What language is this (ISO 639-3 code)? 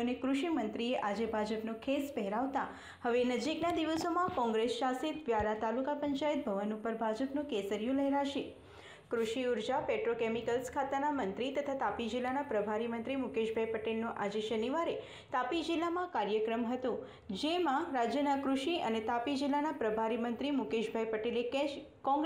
guj